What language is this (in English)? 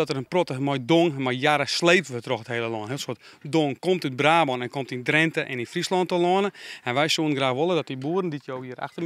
Western Frisian